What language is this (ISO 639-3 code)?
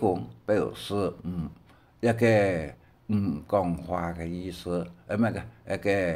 hak